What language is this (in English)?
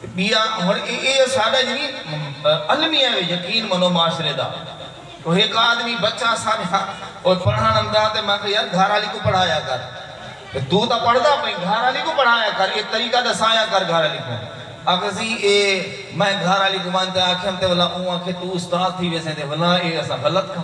Saraiki